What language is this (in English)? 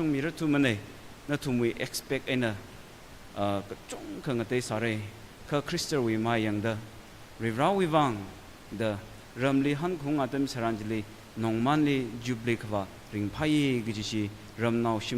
Tangkhul Naga (India)